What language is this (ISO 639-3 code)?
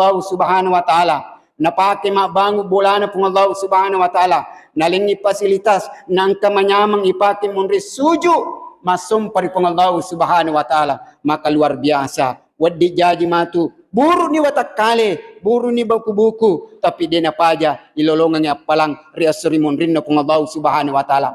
bug